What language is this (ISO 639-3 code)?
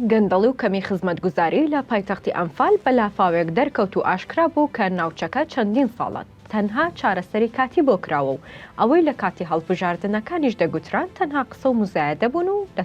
ckb